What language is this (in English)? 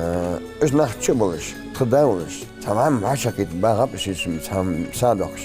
Ingush